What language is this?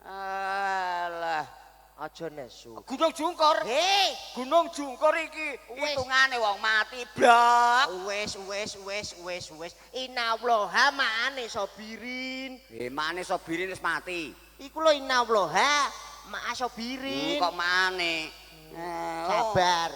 Javanese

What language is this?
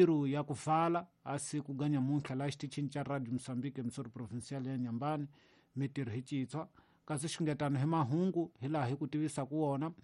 Tsonga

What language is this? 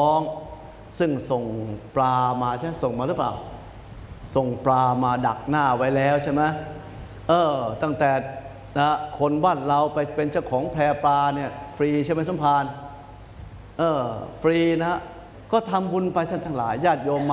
Thai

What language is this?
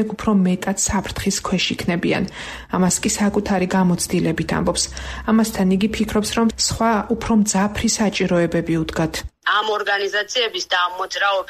Georgian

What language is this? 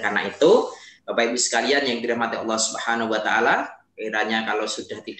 Indonesian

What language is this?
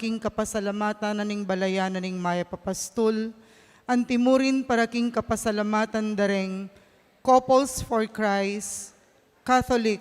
Pampanga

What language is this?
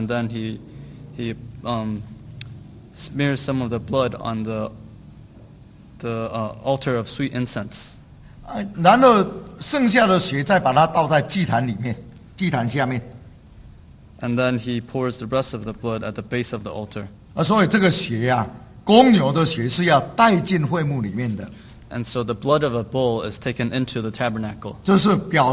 Chinese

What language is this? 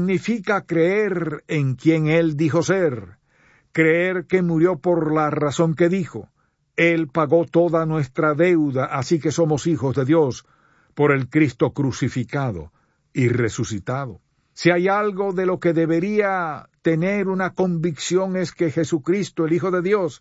Spanish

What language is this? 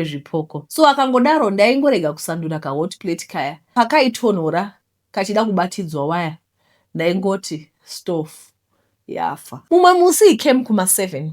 Shona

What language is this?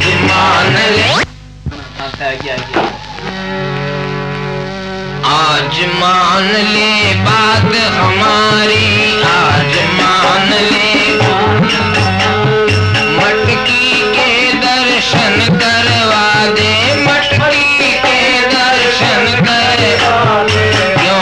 Hindi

